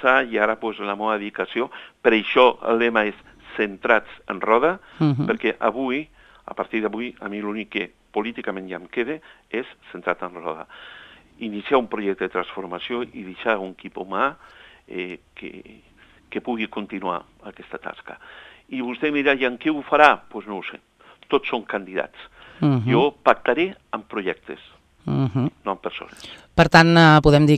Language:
Catalan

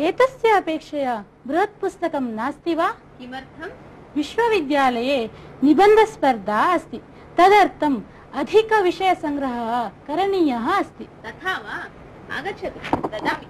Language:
Sanskrit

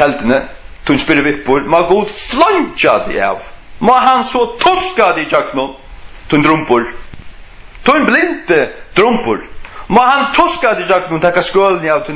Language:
Faroese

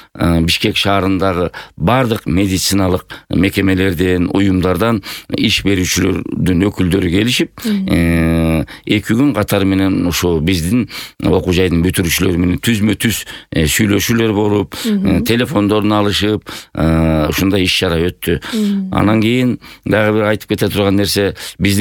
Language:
Kyrgyz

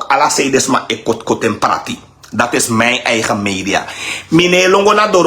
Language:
Sranan Tongo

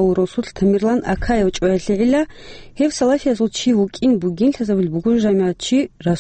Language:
Avaric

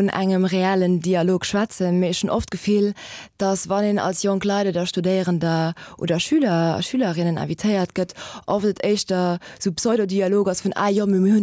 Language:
Luxembourgish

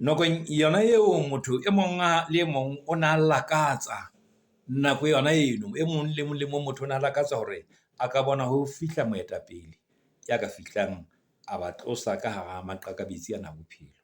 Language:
Southern Sotho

